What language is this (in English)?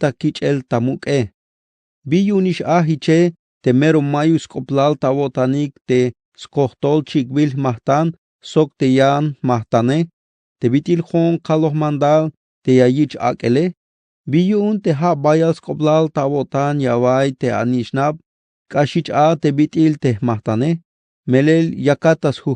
Tzeltal